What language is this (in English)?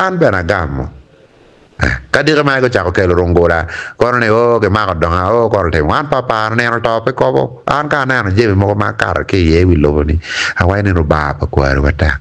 Acoli